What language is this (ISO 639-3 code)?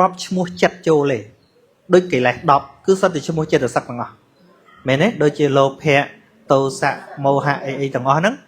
khm